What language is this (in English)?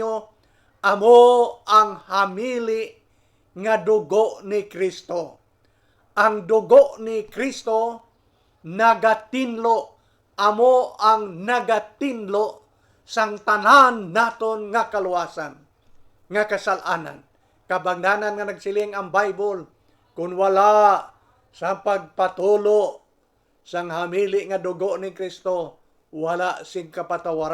Hiligaynon